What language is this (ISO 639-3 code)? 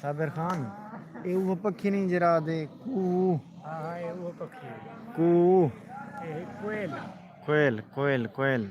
skr